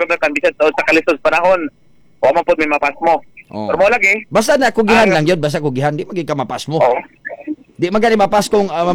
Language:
Cebuano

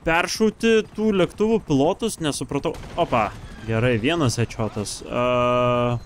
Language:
Lithuanian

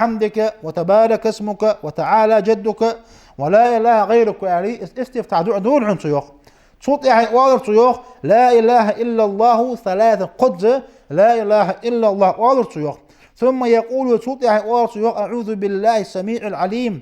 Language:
Ingush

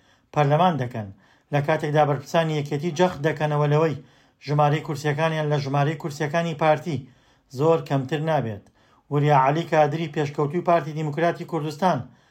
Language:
Central Kurdish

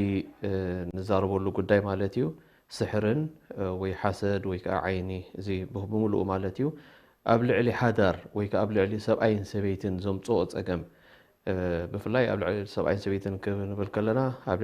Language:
Tigrinya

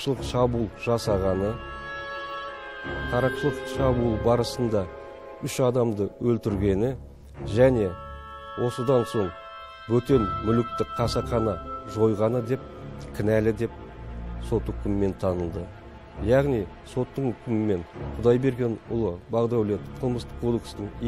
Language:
Kazakh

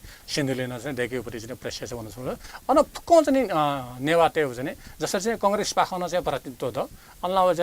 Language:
Newari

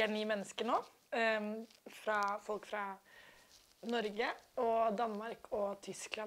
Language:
Danish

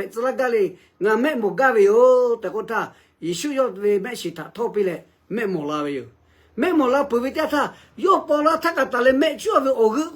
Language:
Lahu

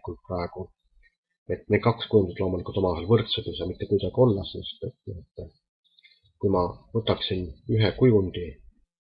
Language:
Estonian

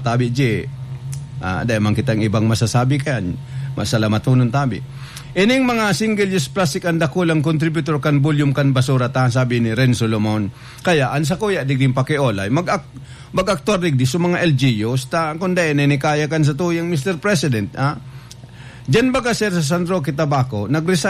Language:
Bikol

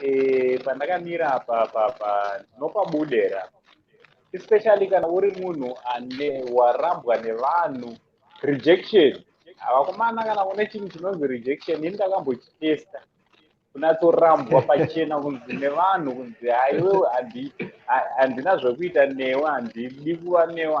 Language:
Shona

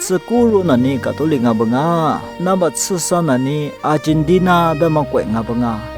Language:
Lisu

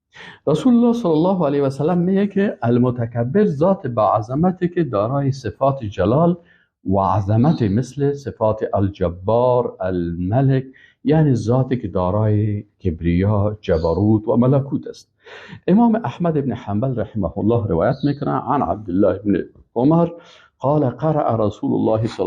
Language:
Persian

